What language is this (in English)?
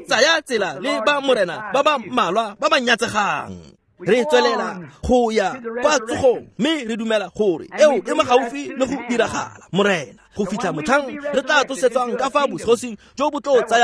Tswana